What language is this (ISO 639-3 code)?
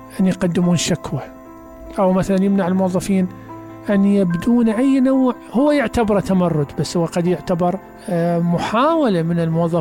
acm